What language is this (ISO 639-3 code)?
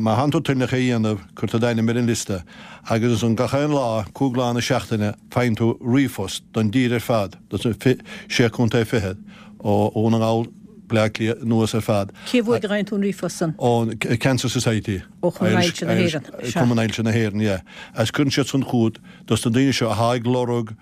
gle